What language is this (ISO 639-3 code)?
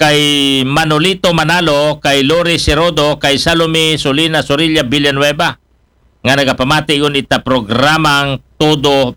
akl